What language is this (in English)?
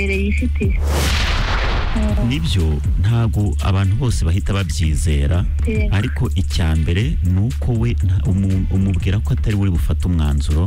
Kinyarwanda